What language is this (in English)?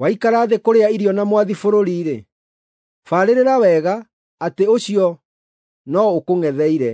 Kikuyu